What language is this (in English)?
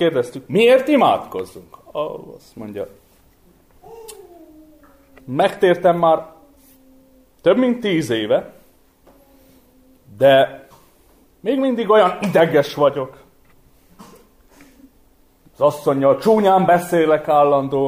Hungarian